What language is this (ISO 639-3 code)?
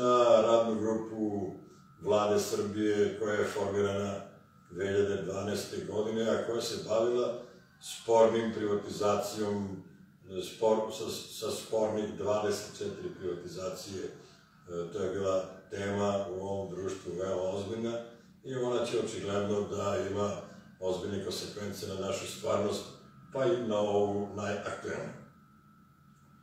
srp